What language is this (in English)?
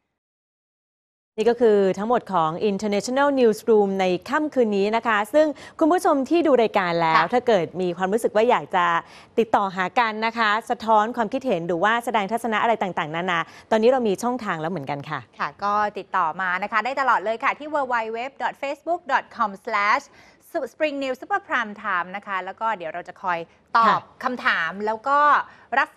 Thai